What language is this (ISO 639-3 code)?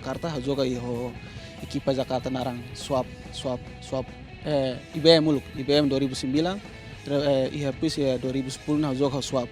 tet